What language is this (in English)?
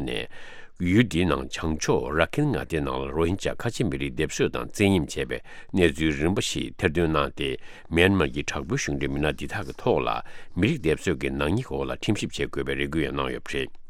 Tibetan